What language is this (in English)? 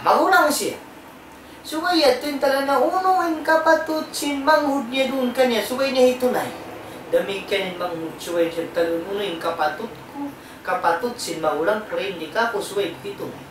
Tausug